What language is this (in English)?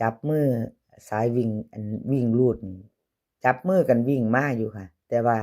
Northeastern Thai